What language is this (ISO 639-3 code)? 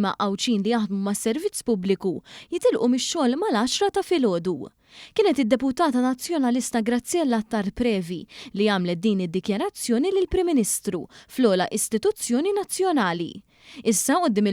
mlt